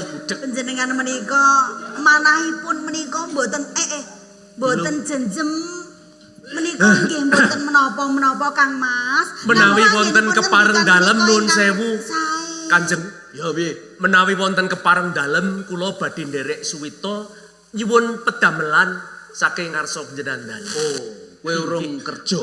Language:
Javanese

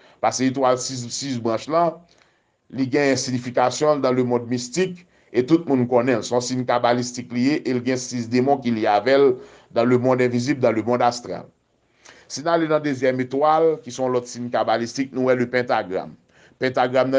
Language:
Haitian Creole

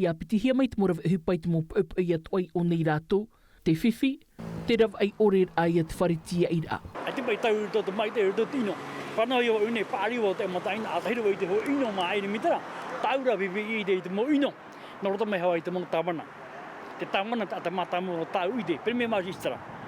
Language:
Tahitian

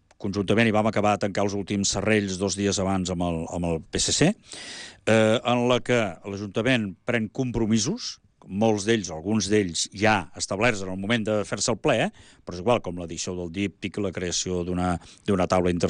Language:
Catalan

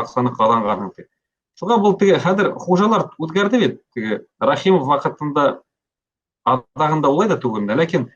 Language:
Bashkir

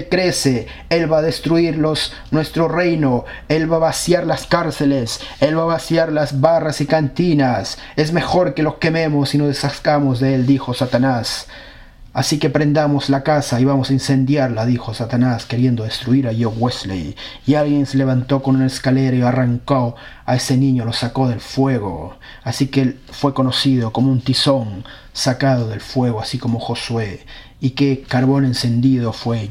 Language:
Spanish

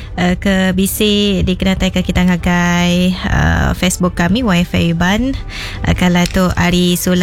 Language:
Iban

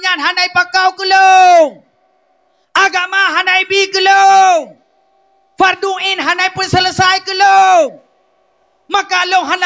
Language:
Achinese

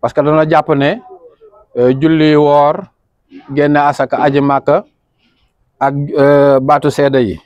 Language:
Wolof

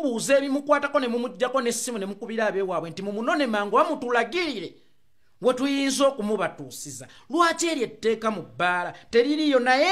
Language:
Ganda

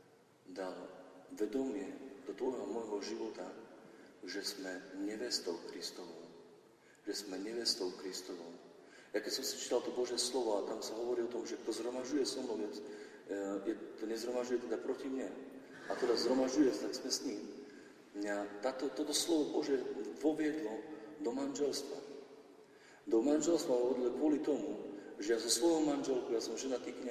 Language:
Slovak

